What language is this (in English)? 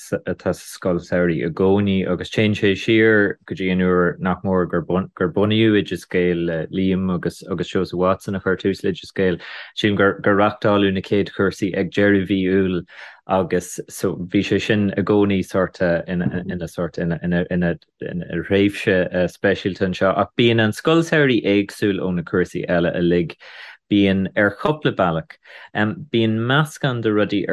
Irish